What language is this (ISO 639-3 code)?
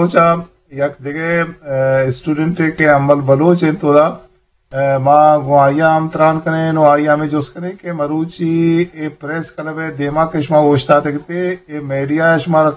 bgp